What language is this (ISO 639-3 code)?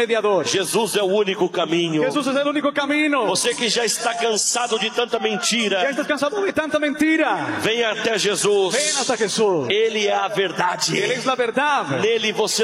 por